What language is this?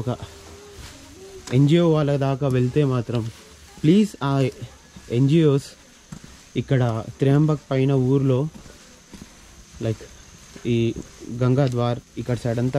Telugu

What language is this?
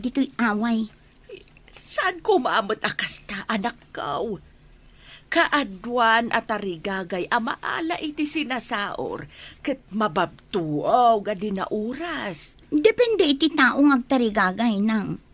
Iloko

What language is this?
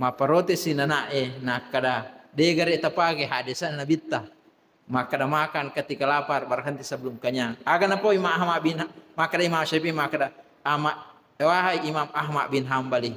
Buginese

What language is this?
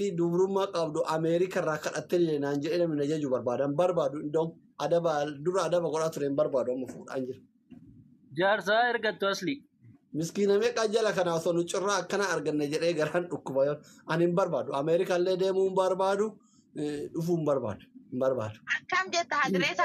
Oromo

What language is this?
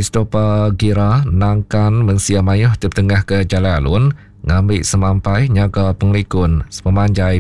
Iban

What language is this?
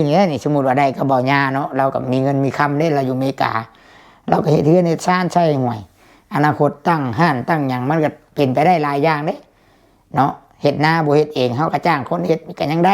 Lao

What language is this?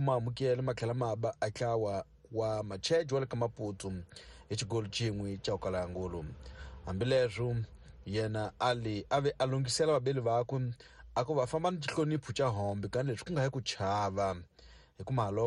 Tsonga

